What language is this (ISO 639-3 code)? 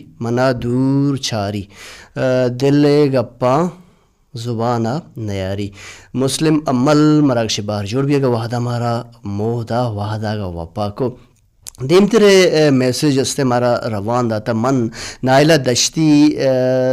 bal